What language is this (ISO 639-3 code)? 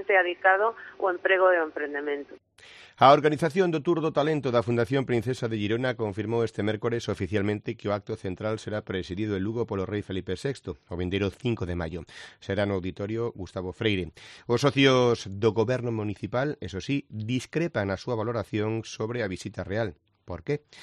glg